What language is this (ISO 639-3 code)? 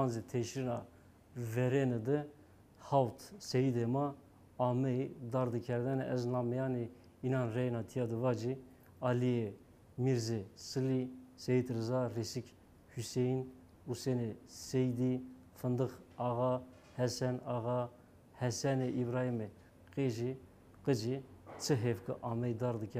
zza